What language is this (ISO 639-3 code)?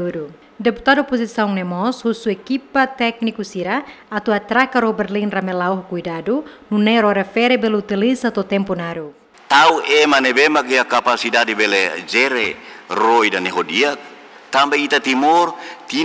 tet